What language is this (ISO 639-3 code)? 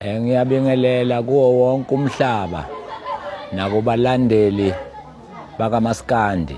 zul